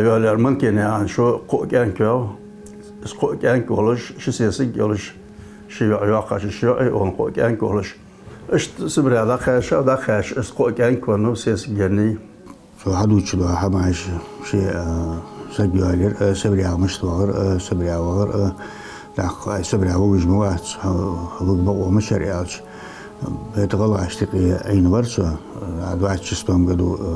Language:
Ingush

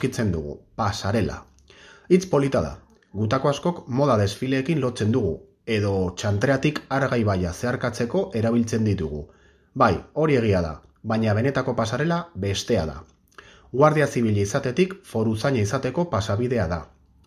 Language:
Basque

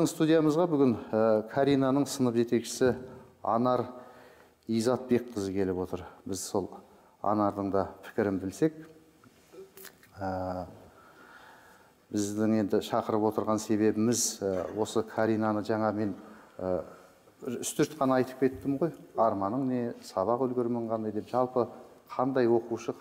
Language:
Kazakh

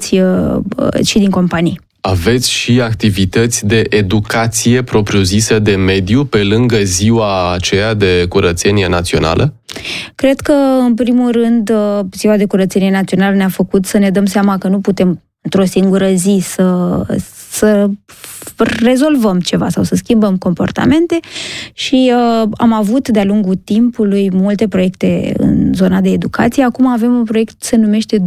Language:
Romanian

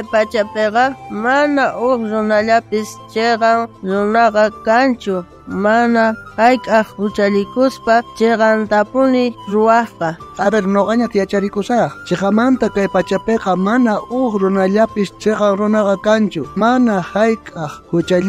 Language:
South Bolivian Quechua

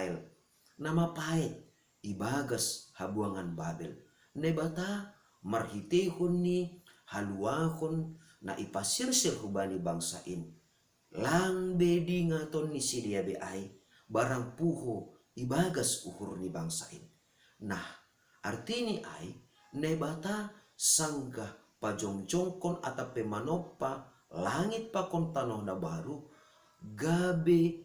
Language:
Batak Simalungun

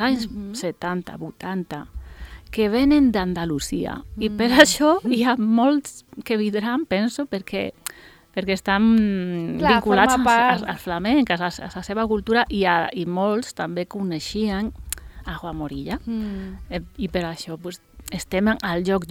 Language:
Catalan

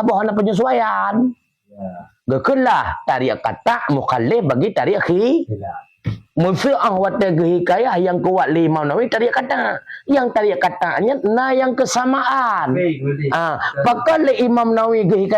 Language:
Achinese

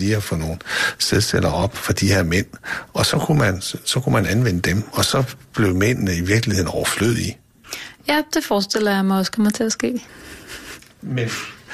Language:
Danish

